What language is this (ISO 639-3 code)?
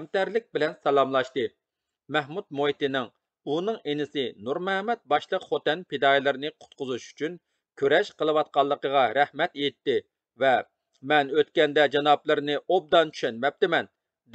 uig